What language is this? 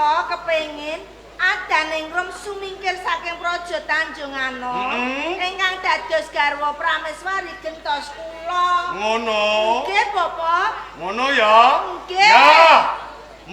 Javanese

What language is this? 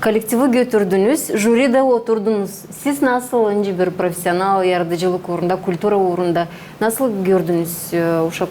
Gagauz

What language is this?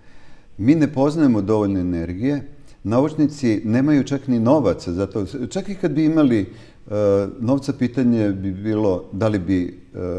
Serbian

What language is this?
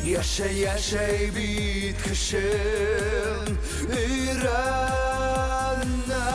Bashkir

